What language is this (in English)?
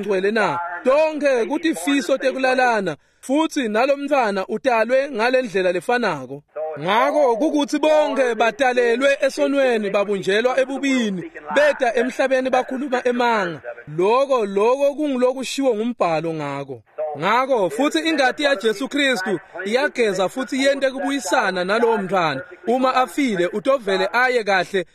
Swati